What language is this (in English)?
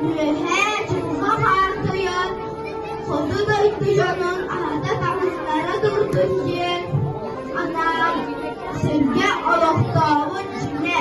Yakut